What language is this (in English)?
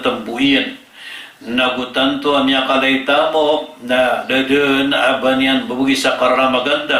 Maranao